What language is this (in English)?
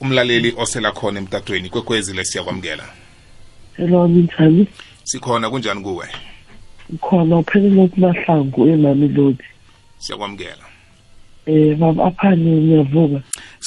South Ndebele